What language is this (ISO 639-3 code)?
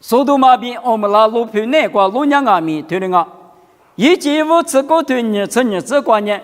lis